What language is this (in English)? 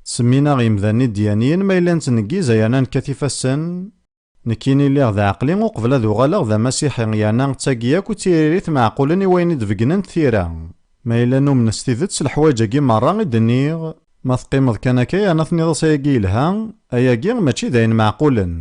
Kabyle